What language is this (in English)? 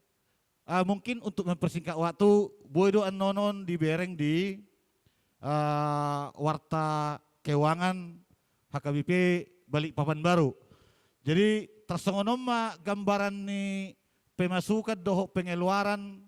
Batak Toba